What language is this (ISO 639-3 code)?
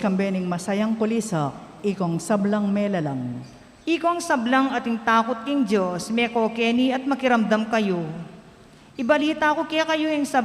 pam